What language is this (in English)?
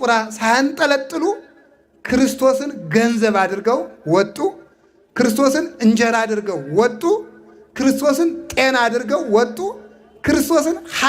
Amharic